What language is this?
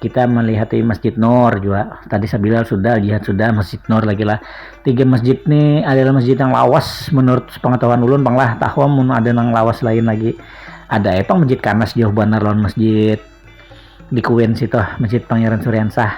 Banjar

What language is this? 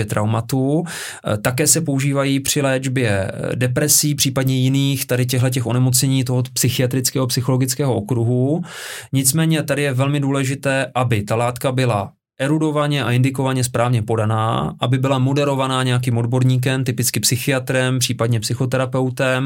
Czech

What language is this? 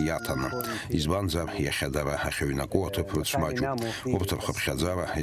Abkhazian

